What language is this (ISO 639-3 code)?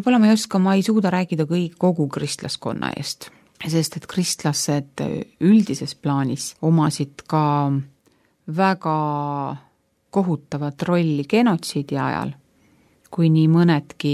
est